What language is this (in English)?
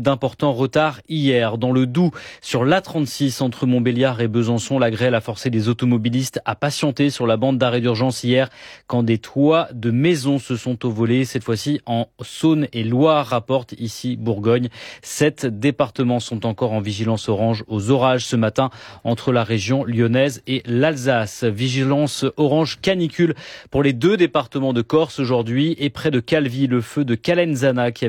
French